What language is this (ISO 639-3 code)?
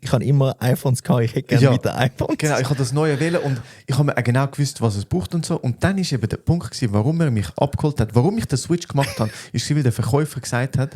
gsw